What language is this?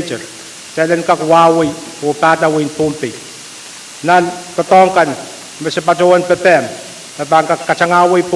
Pohnpeian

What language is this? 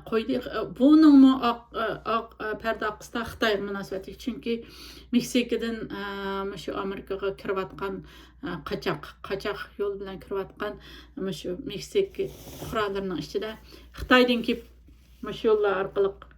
Uyghur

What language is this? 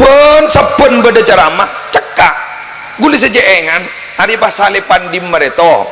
Madurese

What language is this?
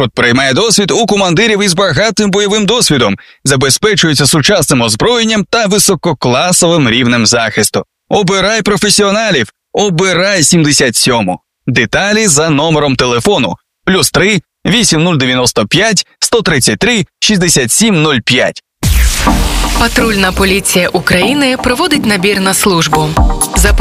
Ukrainian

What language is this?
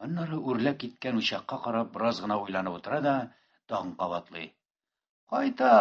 Tatar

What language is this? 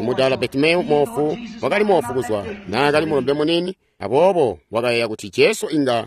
Tonga (Zambia)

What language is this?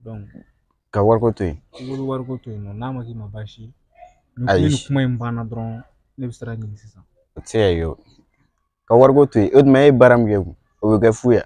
Bambara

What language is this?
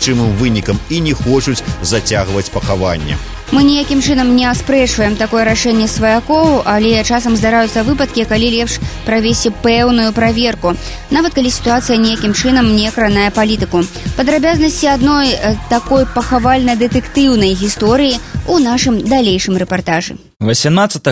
Belarusian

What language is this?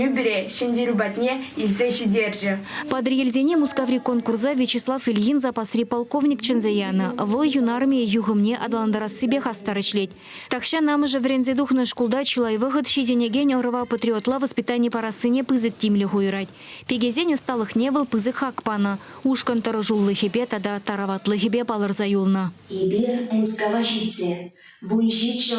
Chuvash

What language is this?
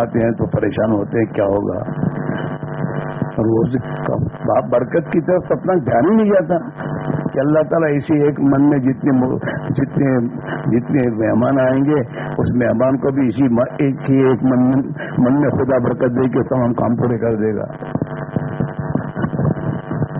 Urdu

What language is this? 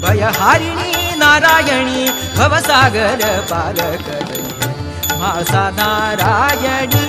Konkani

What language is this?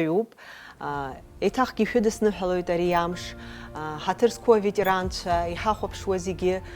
Abkhazian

